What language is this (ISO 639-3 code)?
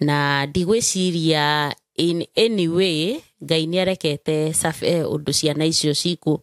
kik